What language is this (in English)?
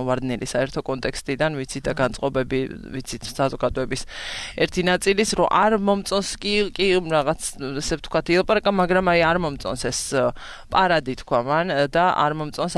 Georgian